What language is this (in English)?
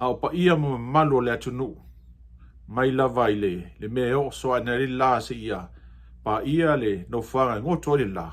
Samoan